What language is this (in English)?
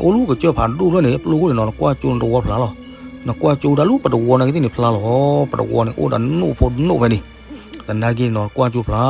S'gaw Karen